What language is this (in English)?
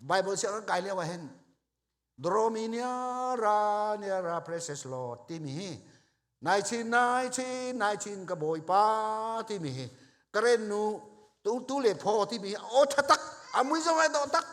Hakha Chin